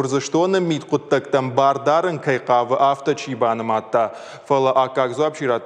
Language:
Ossetic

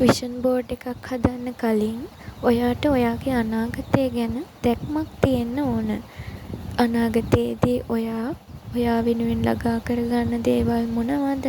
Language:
Sinhala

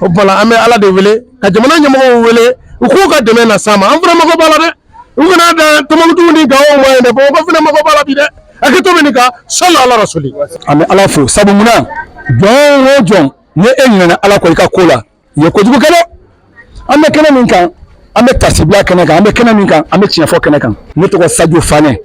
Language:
Bambara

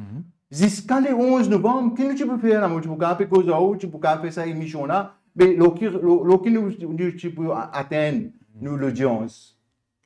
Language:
Morisyen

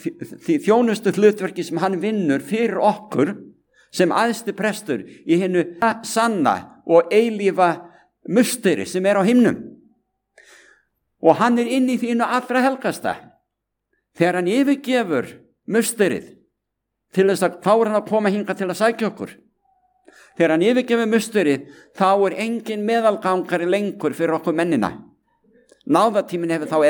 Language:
Icelandic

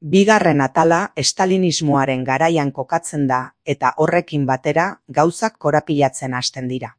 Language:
Basque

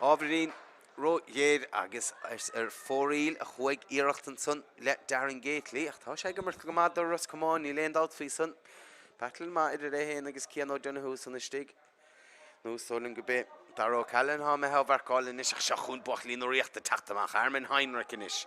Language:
Irish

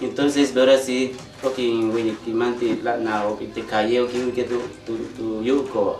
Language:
Yucateco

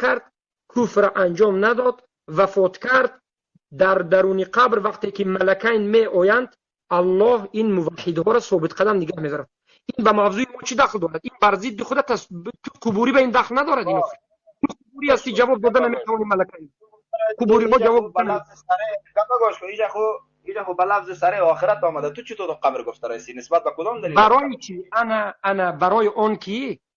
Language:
Tajik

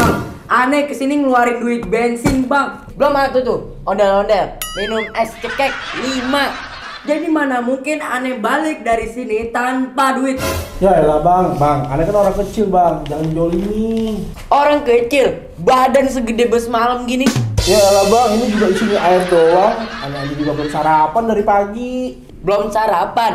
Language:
Betawi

